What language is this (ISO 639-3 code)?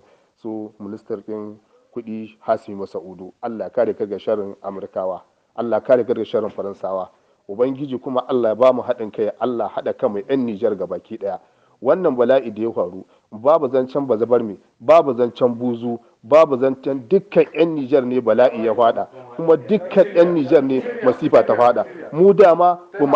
hau